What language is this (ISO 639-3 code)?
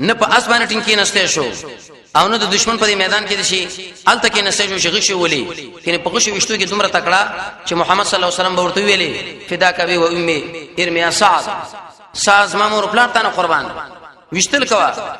pus